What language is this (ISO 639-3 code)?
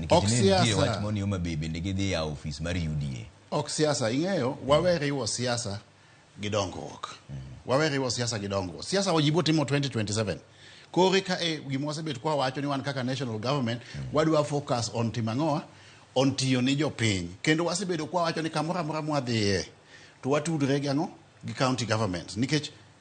luo